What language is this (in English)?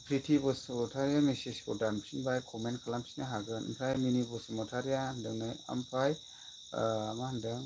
Bodo